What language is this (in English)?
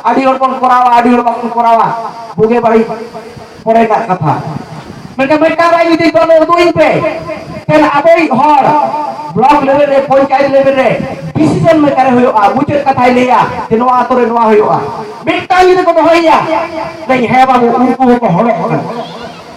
Santali